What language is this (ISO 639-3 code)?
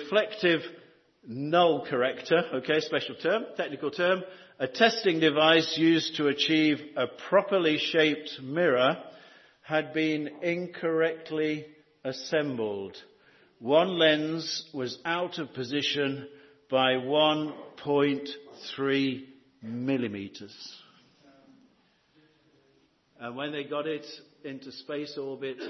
eng